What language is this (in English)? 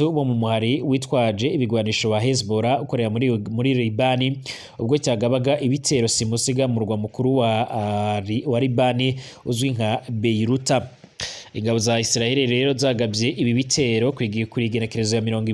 Rundi